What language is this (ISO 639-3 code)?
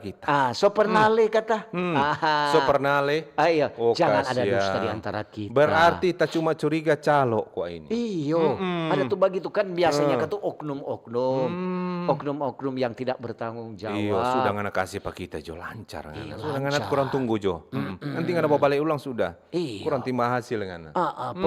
xmm